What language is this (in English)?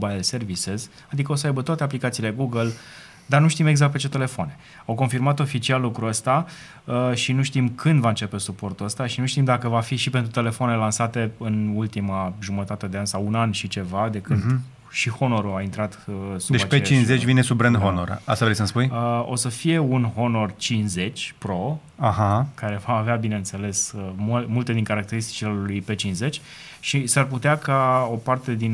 Romanian